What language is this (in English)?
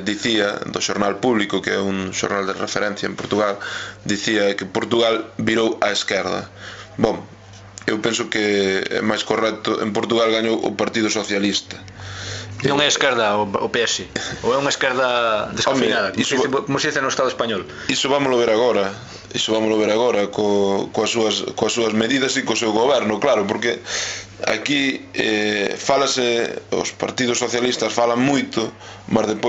Galician